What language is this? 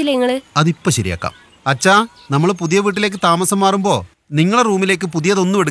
Malayalam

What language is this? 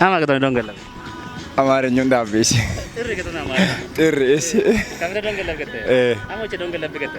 Kafa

